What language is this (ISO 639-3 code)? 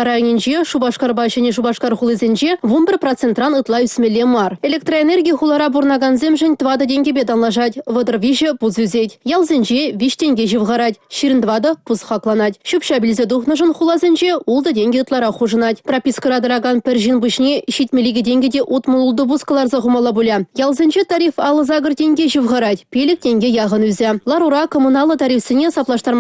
chv